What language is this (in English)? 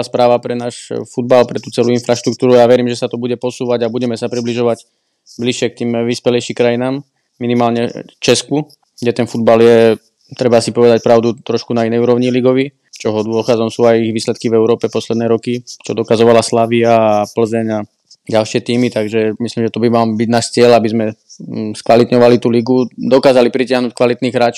Slovak